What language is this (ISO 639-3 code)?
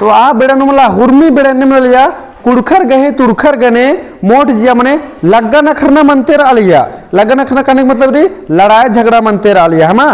kru